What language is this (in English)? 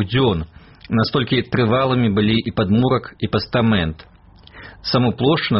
Belarusian